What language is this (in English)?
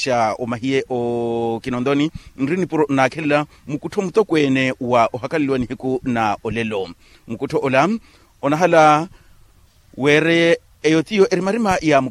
Makhuwa